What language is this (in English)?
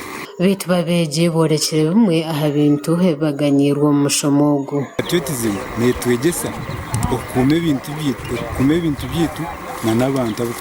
Nyankole